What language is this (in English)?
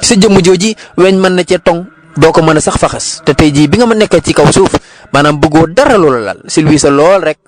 Wolof